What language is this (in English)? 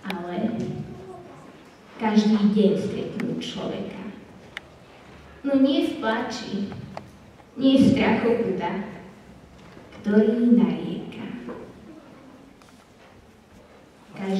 Slovak